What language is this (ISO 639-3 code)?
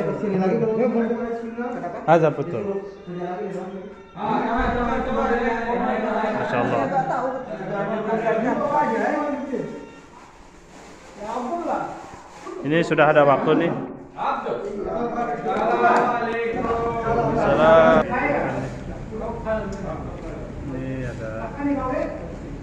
ind